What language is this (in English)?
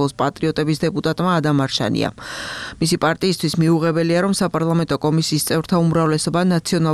Georgian